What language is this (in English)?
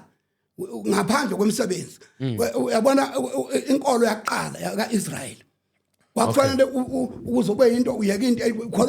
Zulu